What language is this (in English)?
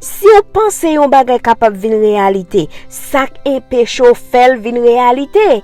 Haitian Creole